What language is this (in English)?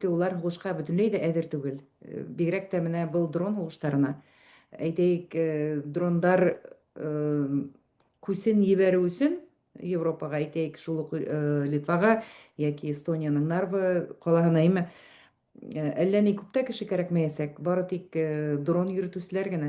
Bashkir